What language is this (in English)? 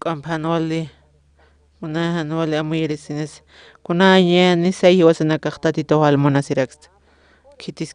Aymara